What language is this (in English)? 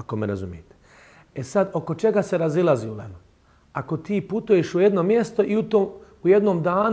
Bosnian